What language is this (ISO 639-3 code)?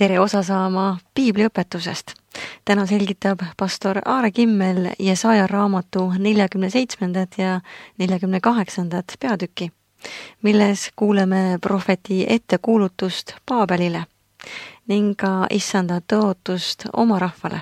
est